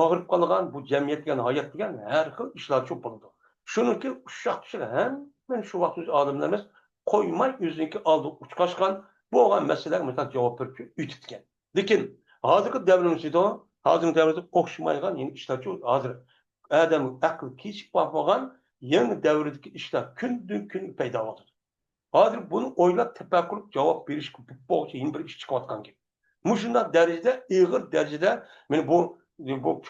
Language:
Uyghur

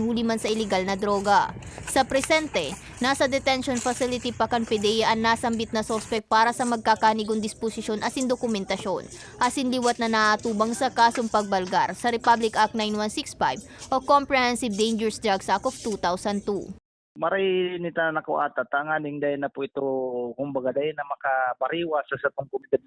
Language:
Bikol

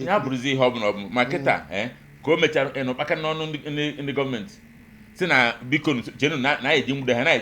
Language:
Igbo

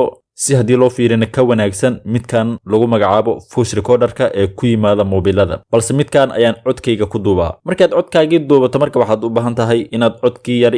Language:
Somali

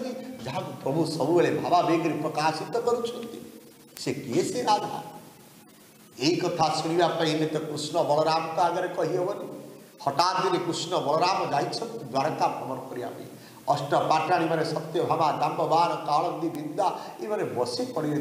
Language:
Odia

